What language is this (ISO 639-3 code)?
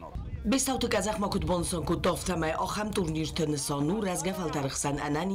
oss